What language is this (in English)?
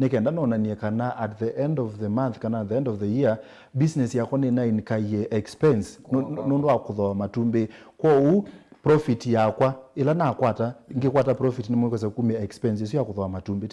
Kamba